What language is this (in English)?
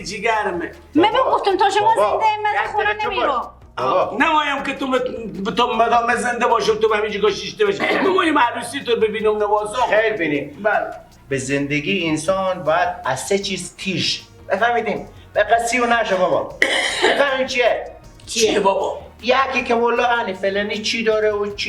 Persian